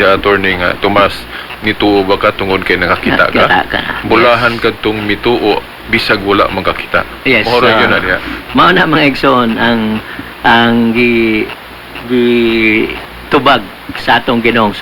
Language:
Cebuano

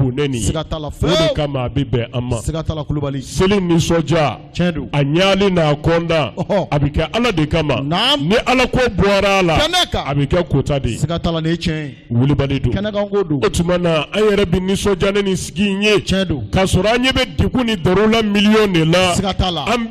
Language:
Bambara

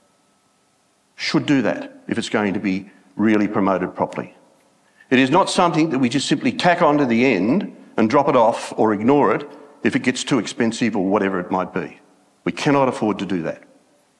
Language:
English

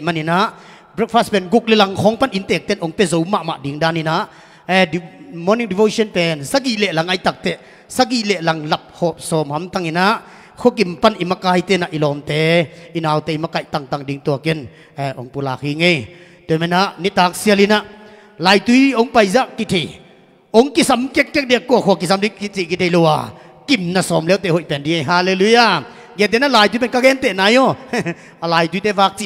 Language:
Tedim Chin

